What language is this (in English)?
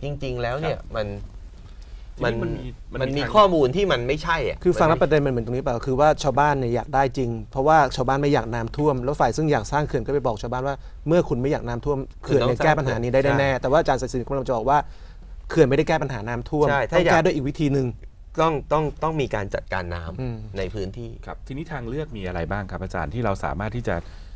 Thai